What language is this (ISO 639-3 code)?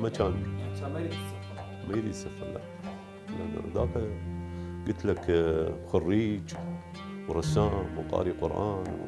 acm